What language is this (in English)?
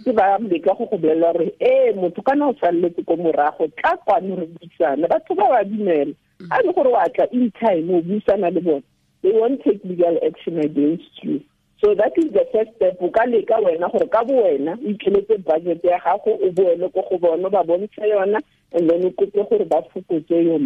Tswana